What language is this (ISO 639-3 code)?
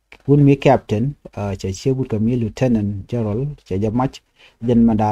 nus